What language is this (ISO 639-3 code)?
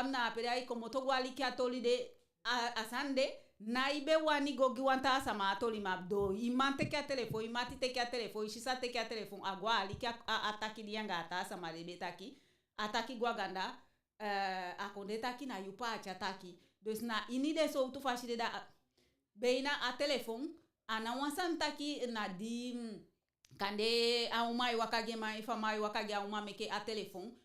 djk